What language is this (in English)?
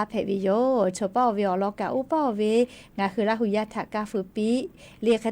Lahu